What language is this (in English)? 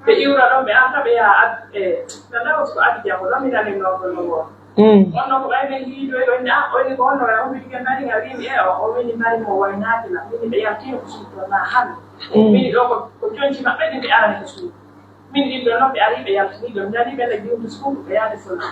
Pular